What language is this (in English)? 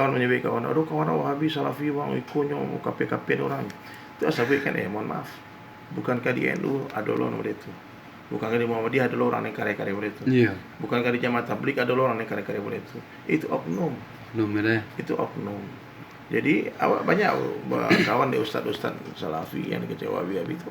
Minangkabau